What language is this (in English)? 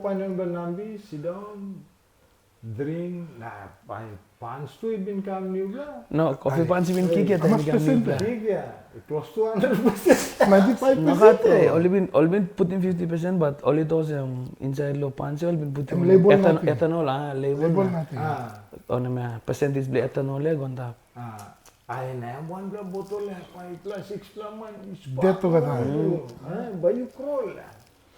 Tok Pisin